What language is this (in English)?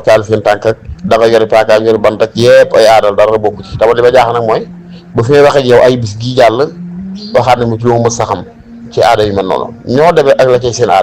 Wolof